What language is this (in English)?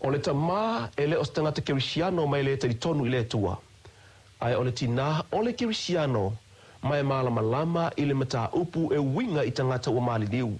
Samoan